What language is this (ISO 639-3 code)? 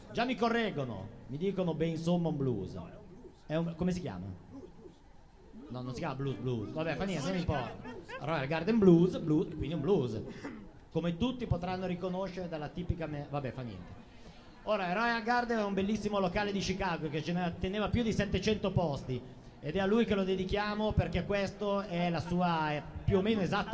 ita